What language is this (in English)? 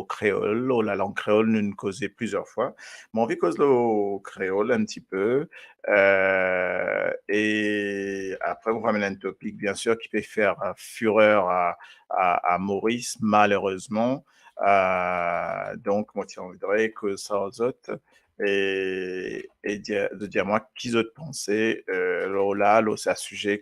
Morisyen